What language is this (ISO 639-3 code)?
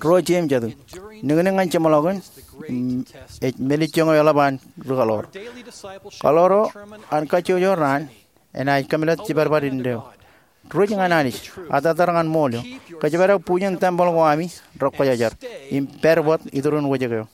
mah